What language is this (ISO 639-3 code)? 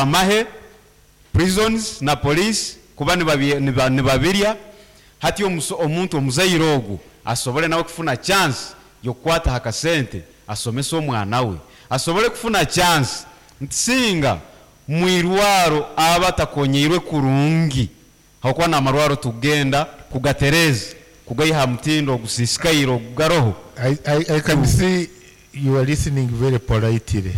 nyn